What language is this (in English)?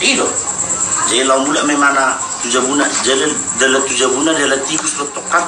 Batak Toba